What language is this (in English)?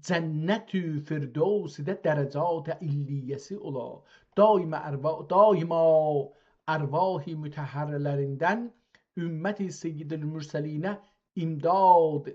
South Azerbaijani